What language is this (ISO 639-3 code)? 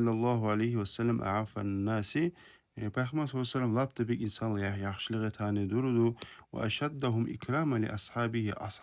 kum